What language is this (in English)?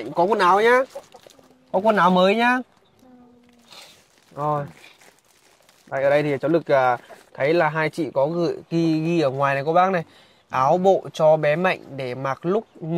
Vietnamese